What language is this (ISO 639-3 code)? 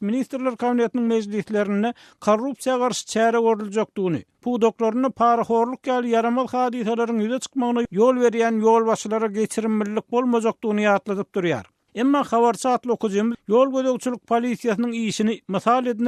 tuk